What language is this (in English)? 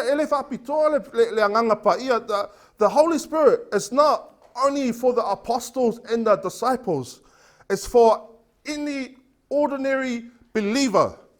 Samoan